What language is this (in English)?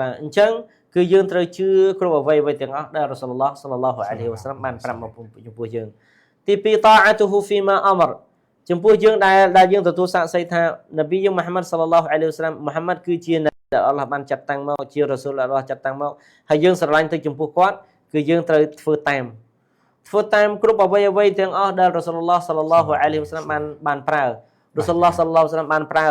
Khmer